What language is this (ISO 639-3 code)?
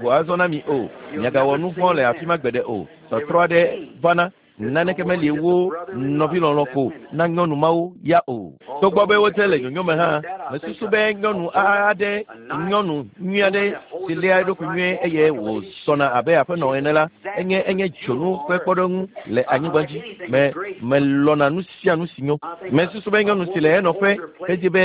ewe